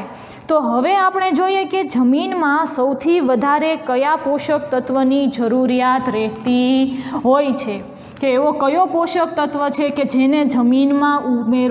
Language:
Gujarati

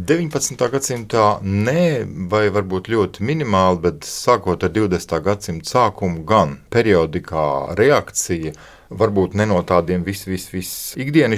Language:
Latvian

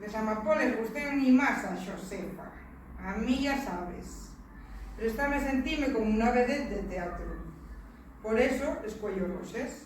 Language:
Asturian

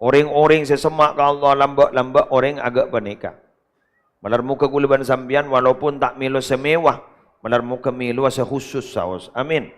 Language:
Madurese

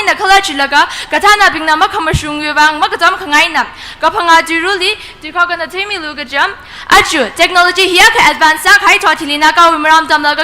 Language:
Tangkhul Naga (India)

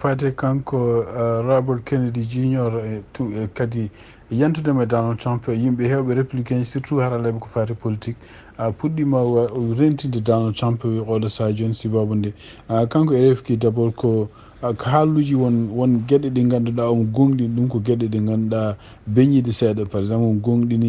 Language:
Fula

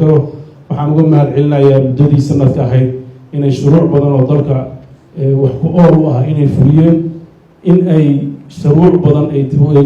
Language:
Somali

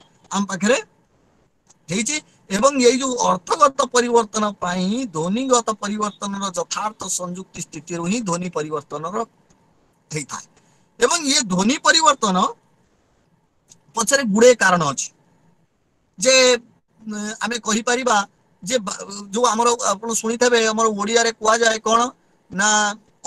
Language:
Odia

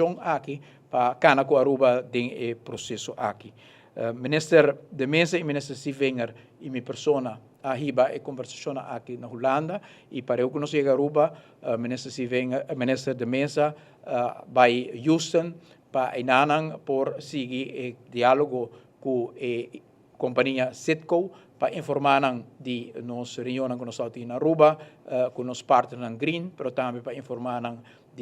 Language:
Papiamento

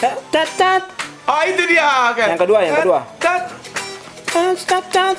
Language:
Ambonese Malay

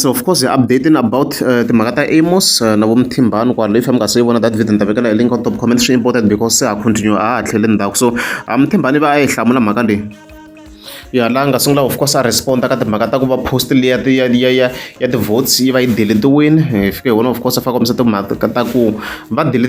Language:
Tsonga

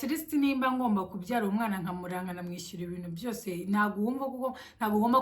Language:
Kinyarwanda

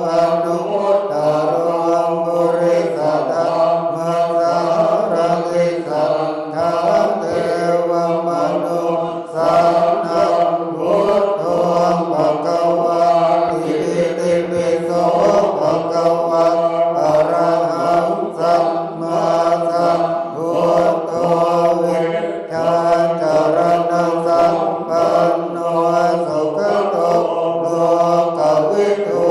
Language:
Pali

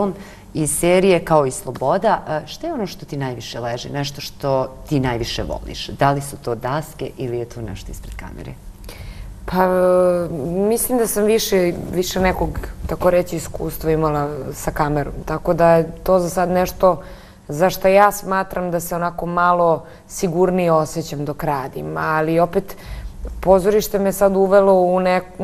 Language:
Serbian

